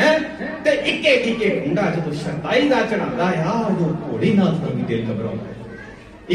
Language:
Punjabi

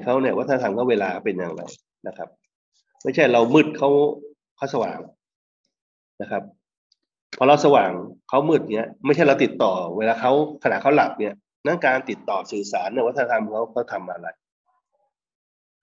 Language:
Thai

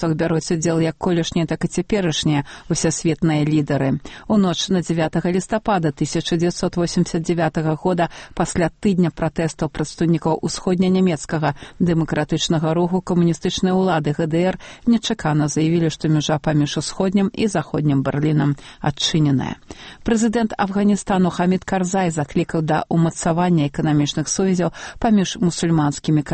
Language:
Belarusian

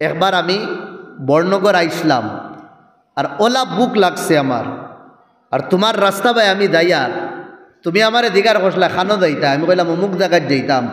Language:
Sylheti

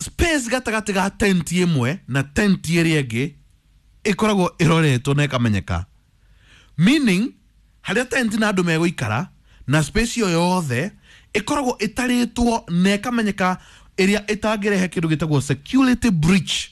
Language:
Kikuyu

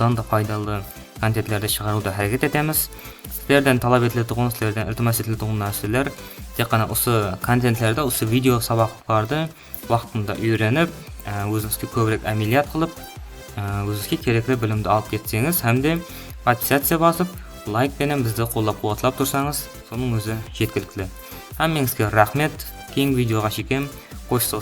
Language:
Kara-Kalpak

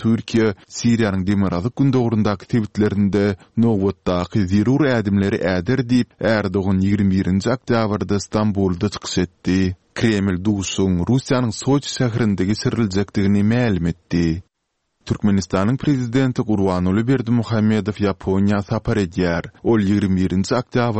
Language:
Turkmen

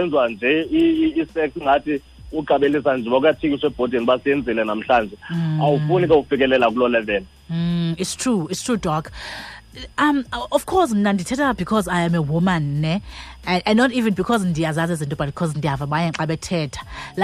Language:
Xhosa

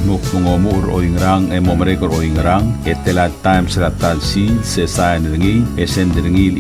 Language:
Palauan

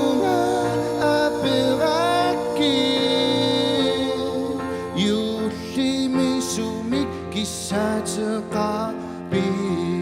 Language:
Kalaallisut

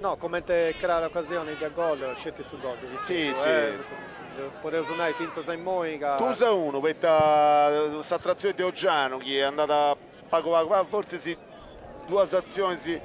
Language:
Sardinian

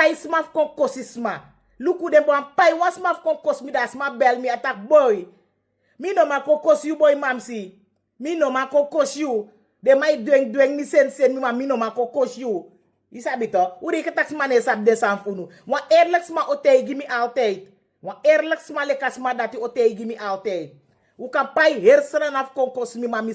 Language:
Sranan Tongo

